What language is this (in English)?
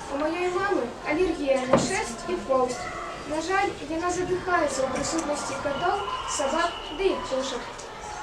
Belarusian